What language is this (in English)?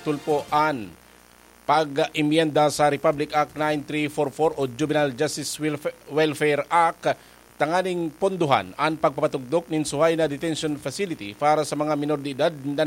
Bikol